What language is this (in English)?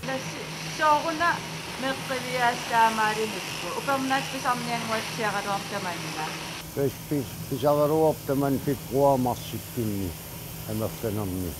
Kalaallisut